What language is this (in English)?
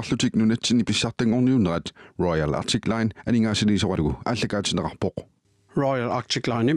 Kalaallisut